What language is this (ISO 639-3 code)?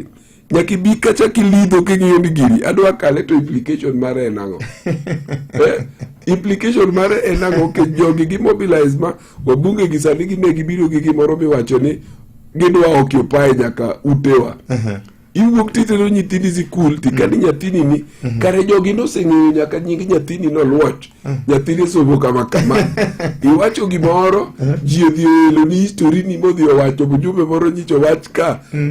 luo